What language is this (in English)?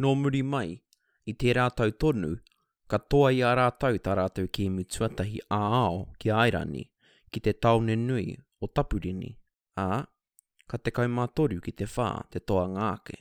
Māori